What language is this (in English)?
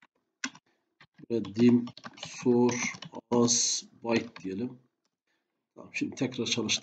Turkish